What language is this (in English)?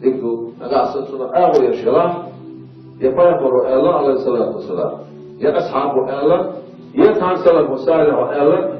Chechen